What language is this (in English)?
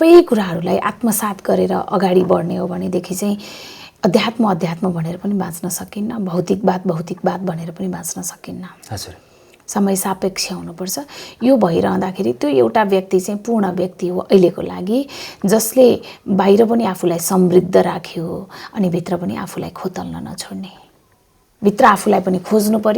Nepali